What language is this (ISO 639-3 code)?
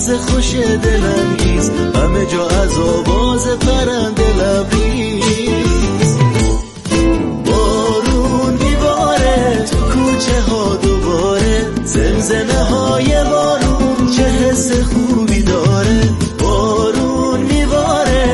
fas